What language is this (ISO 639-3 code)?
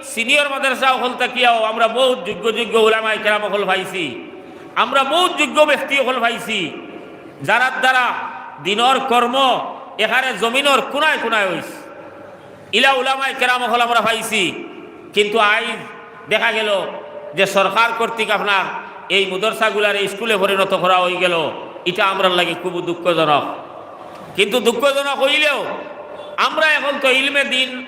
syl